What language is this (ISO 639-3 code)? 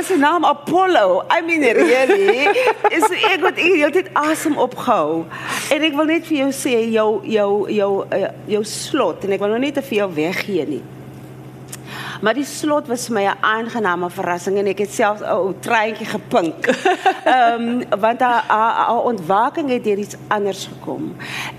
afr